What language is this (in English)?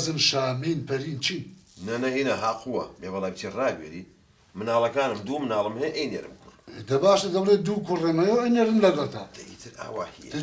Central Kurdish